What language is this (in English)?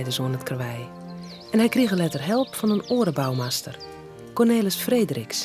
Western Frisian